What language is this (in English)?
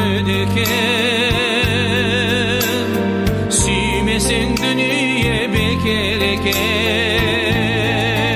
Kazakh